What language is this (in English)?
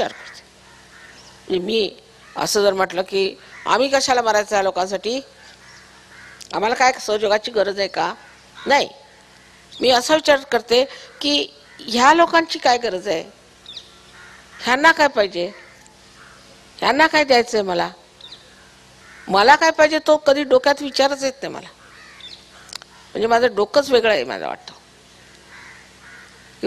Marathi